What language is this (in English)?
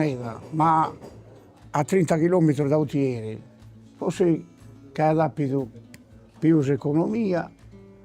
Sardinian